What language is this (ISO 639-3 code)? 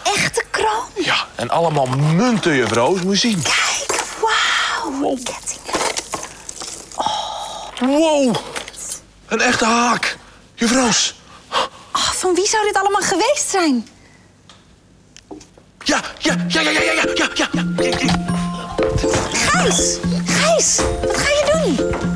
nld